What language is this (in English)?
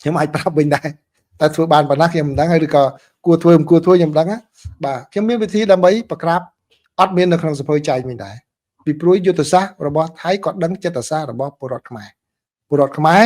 Khmer